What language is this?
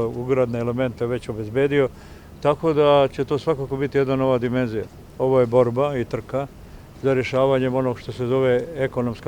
Bosnian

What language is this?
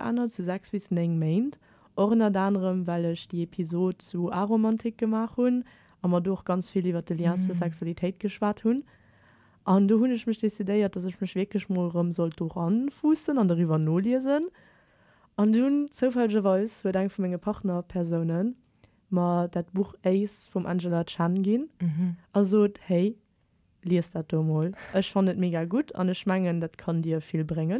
Luxembourgish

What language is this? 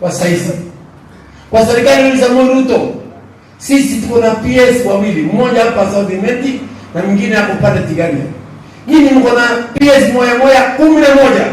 Meru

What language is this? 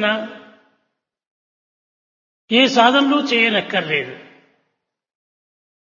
Telugu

